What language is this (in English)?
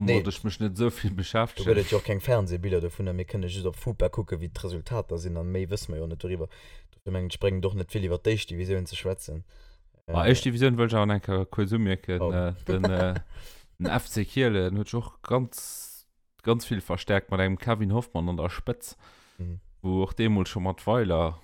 Luxembourgish